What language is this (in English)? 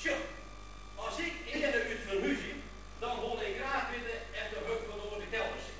Western Frisian